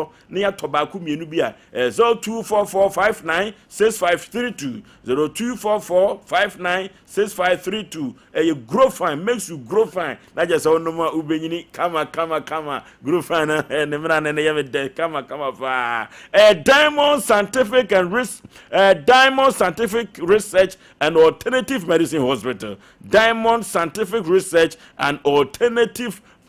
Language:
Akan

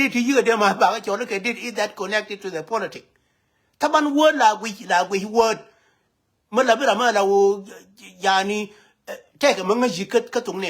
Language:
Nuer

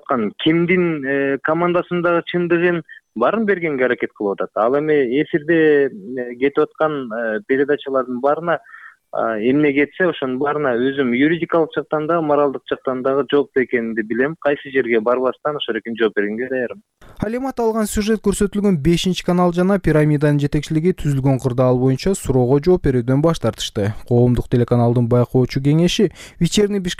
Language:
Kyrgyz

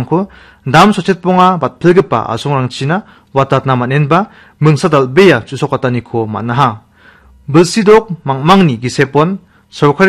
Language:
Garo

